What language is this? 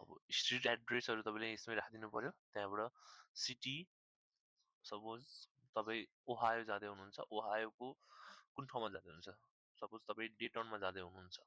Nepali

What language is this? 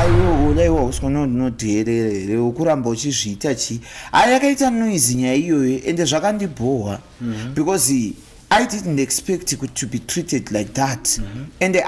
Shona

